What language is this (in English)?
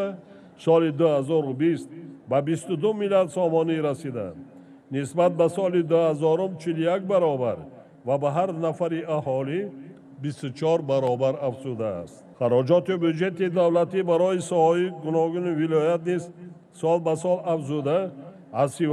Tajik